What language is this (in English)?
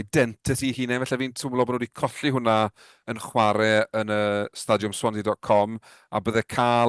Welsh